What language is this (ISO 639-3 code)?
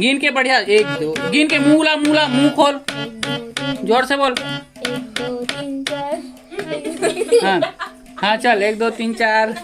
hne